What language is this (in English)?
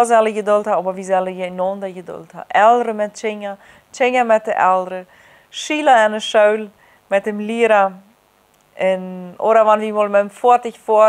Plautdietsch